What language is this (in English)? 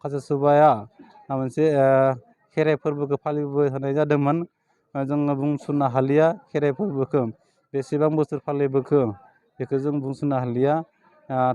Bodo